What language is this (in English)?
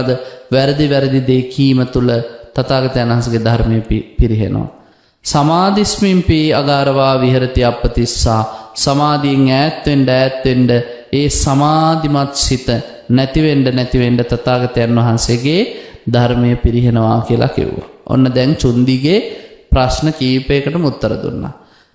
Sinhala